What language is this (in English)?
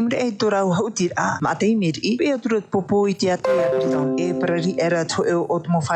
Tahitian